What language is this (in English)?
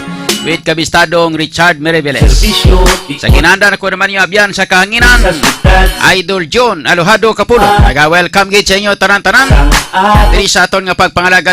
Hiligaynon